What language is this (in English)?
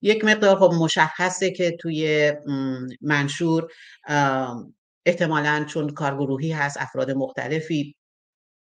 Persian